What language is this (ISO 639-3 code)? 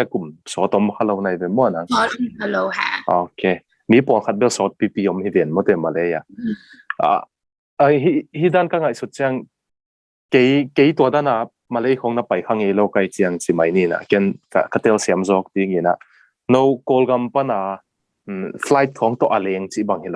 ctd